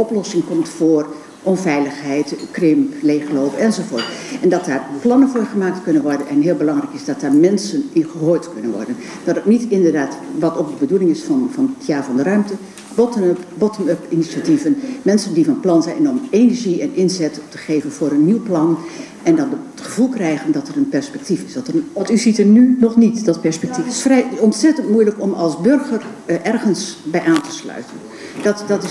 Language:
Dutch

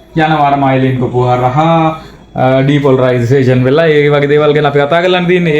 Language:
Sinhala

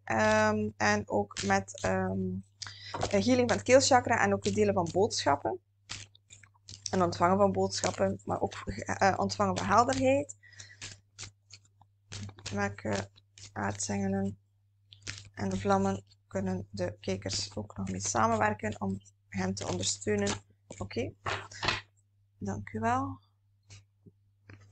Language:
Dutch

